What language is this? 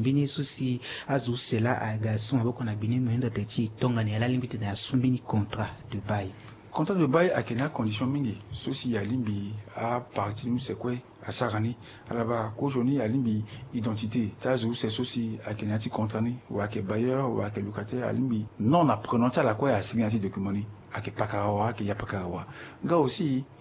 Sango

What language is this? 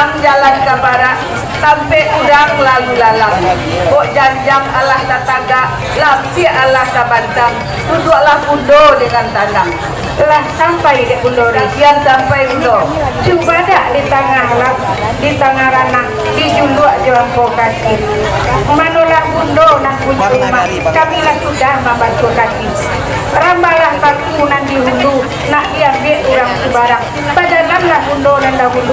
Minangkabau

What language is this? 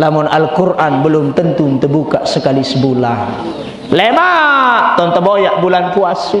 Sasak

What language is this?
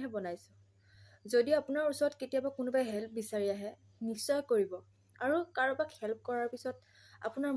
Assamese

